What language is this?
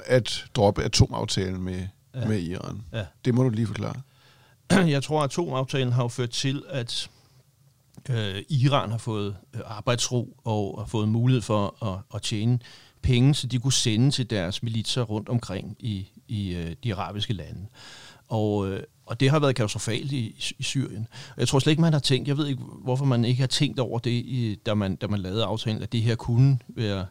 Danish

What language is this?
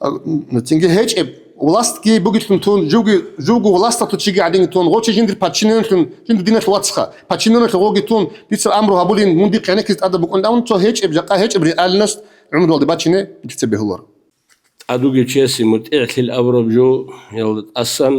Avaric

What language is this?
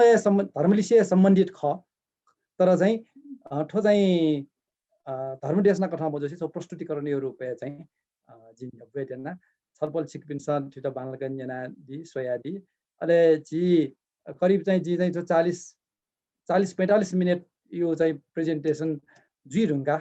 Newari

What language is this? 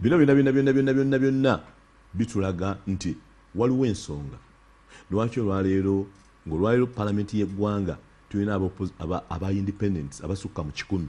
Ganda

